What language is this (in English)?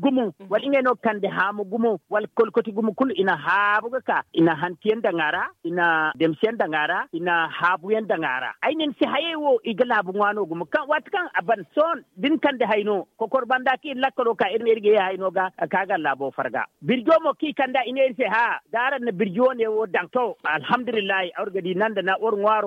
Zarma